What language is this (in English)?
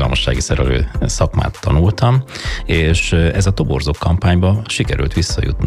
Hungarian